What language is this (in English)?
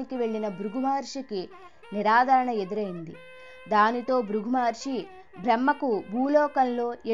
Telugu